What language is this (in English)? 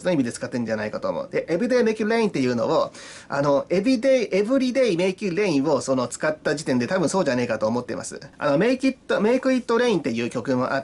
Japanese